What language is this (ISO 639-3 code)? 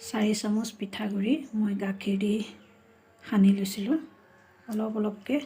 asm